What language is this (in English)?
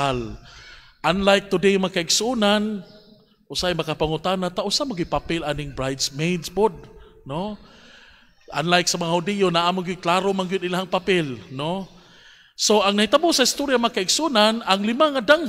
Cebuano